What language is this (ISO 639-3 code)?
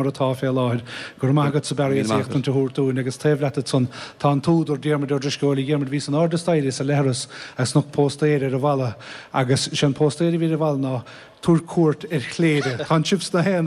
gle